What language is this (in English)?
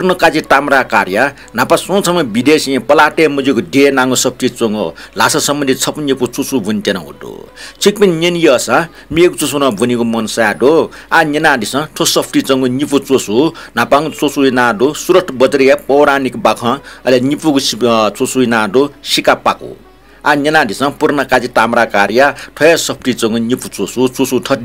Newari